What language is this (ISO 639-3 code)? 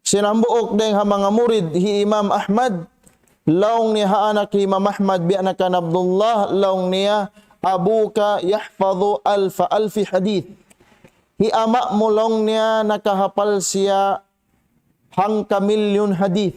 tsg